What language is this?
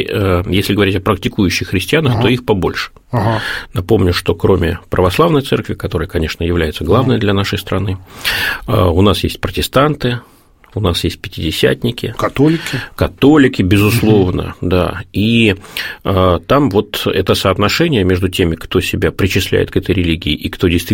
Russian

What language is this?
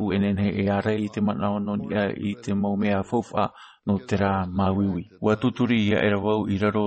Tahitian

